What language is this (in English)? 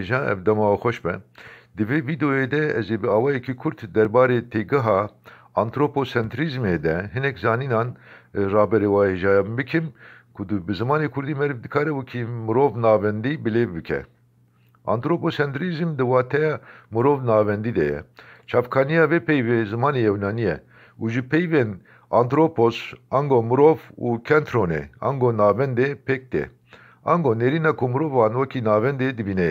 Kurdish